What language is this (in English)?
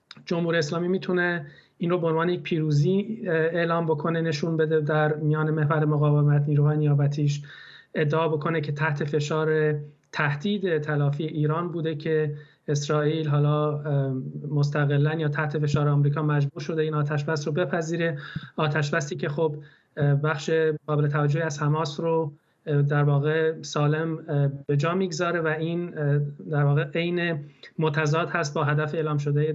Persian